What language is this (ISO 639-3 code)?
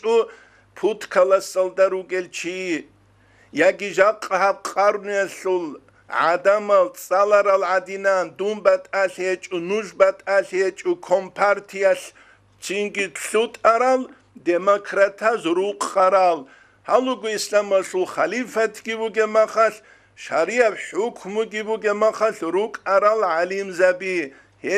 ava